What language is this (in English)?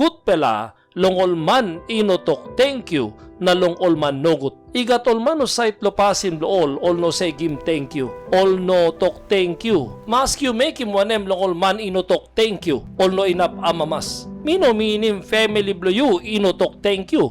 Tok Pisin